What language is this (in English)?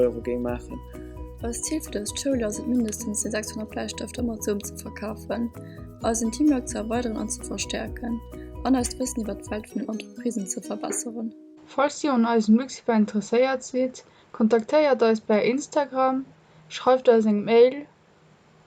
Luxembourgish